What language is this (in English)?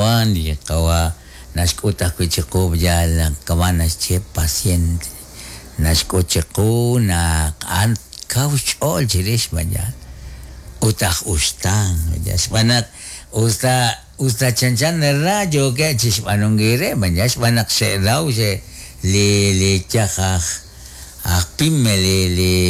Kekchí